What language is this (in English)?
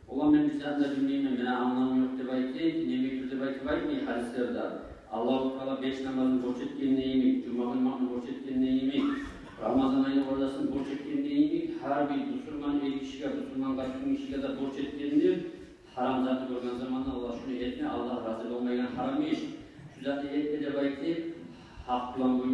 Kumyk